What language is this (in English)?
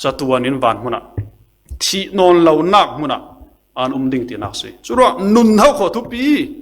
Falam Chin